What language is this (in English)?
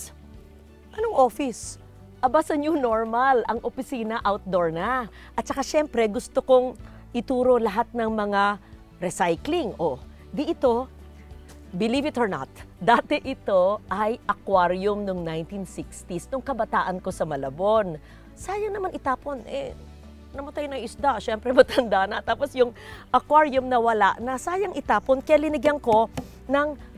Filipino